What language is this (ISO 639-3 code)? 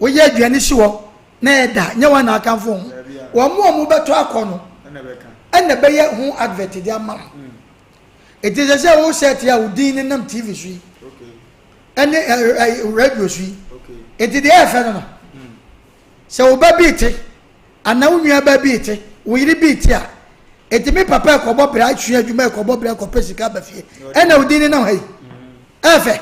aka